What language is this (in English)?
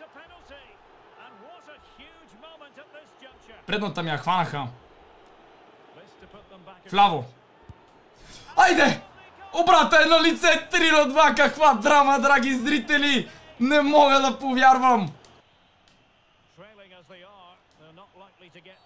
Bulgarian